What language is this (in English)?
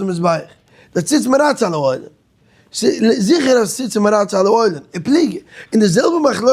Yiddish